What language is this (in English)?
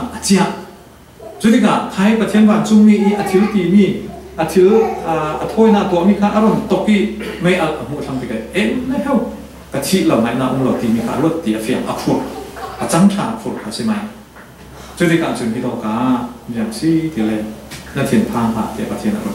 Falam Chin